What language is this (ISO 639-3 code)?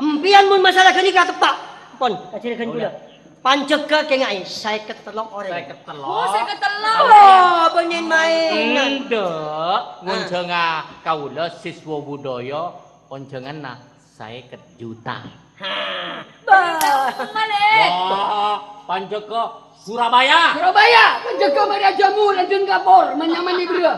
mad